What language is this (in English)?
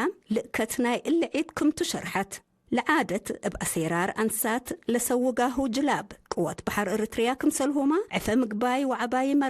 Tigre